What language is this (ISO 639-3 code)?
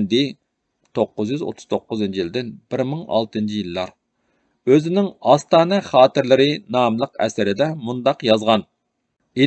uig